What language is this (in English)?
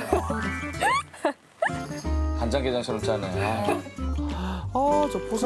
Korean